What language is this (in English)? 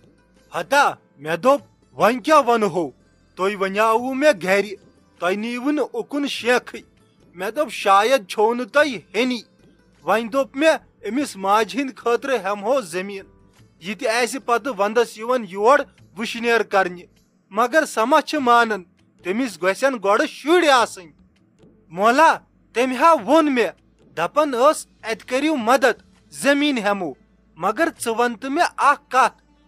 Kashmiri